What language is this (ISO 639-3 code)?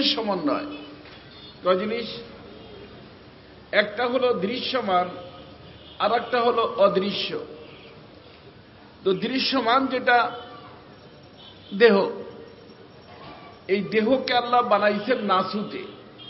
ben